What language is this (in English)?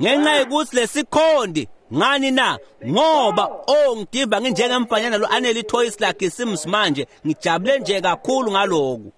Swati